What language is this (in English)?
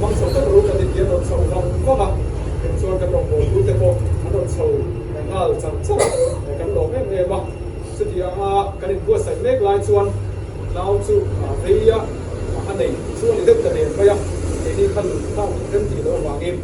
Mizo